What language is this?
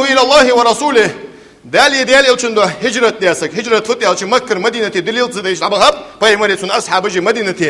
Ingush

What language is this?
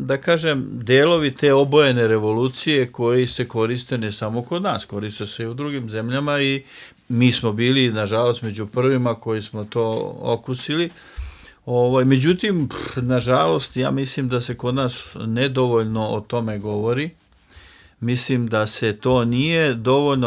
Serbian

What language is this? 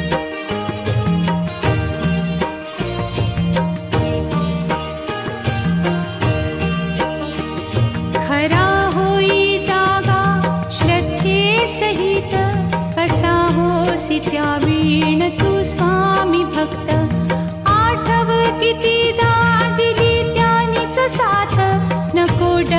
Marathi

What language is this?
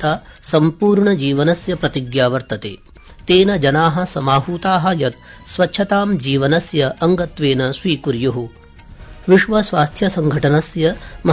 Sanskrit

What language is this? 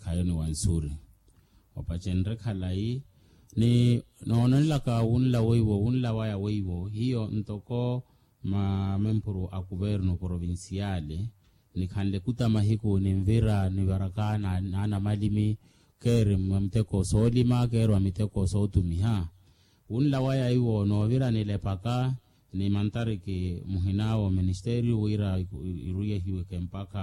Makhuwa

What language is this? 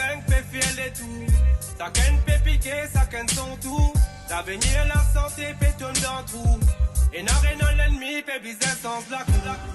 Morisyen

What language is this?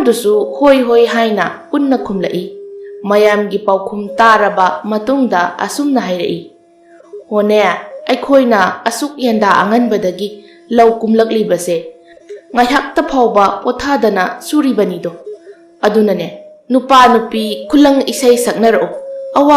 Manipuri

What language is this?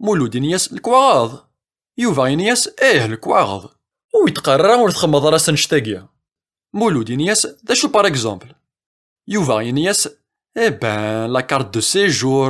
Kabyle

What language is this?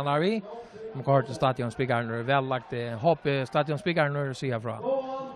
Faroese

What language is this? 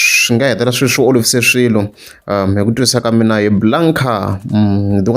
Tsonga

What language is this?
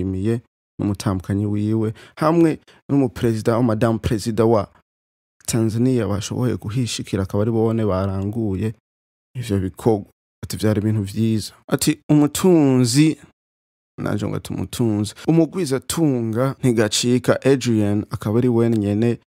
Rundi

